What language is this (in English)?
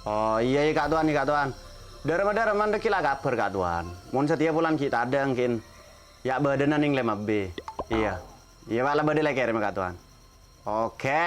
Madurese